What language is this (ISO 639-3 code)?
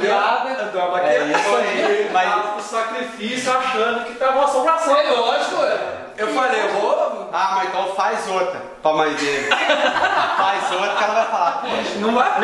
por